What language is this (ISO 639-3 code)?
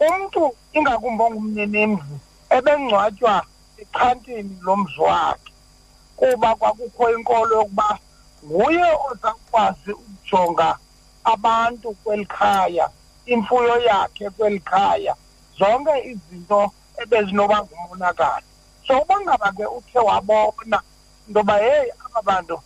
xho